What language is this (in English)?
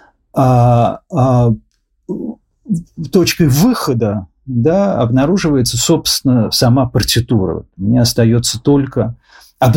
Russian